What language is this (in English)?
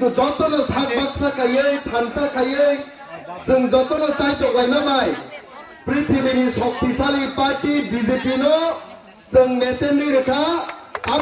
Kok Borok